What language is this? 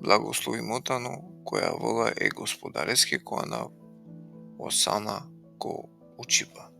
Balkan Romani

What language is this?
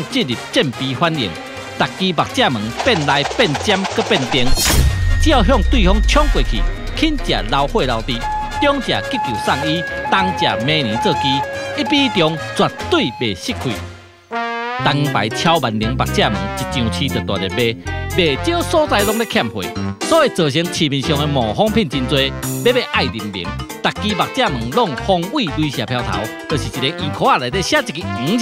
Min Nan Chinese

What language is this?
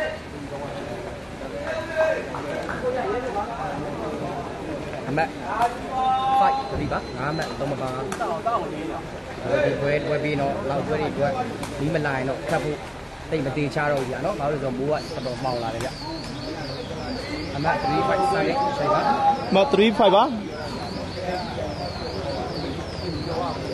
Burmese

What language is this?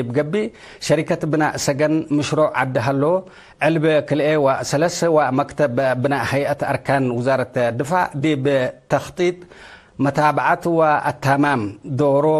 Tigre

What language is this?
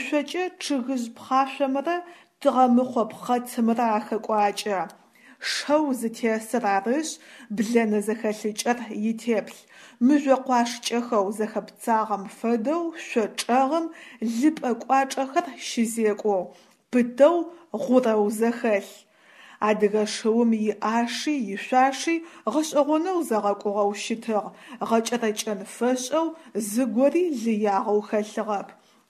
Adyghe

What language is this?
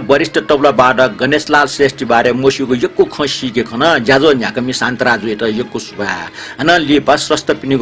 Newari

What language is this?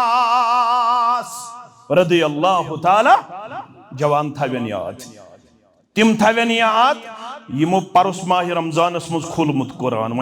Kashmiri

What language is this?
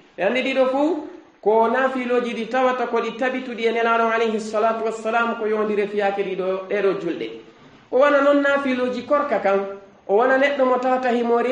Fula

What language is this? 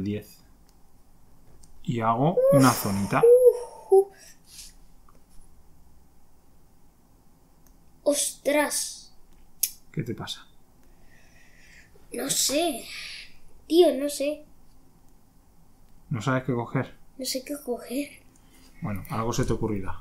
Spanish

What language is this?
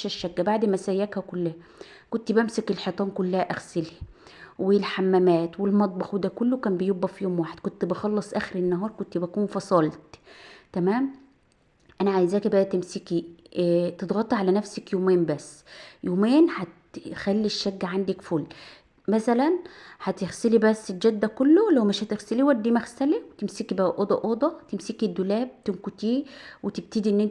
Egyptian Arabic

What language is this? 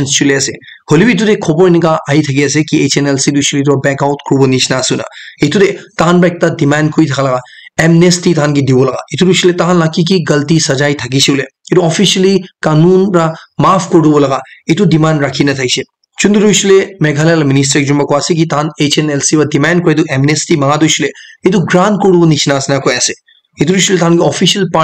Naga Pidgin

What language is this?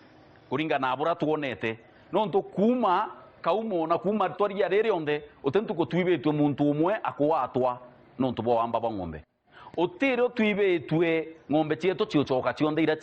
Meru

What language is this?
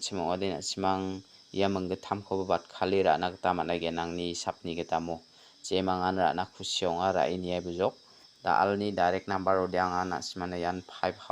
Garo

